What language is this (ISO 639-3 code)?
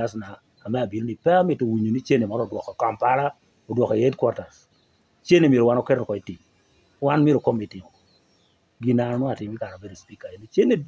laj